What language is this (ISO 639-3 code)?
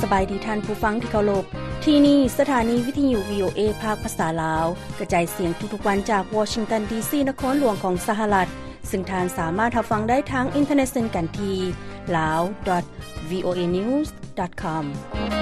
lao